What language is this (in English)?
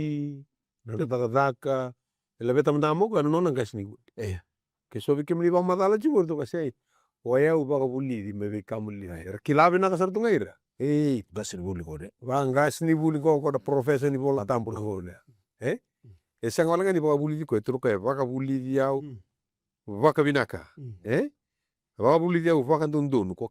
Fijian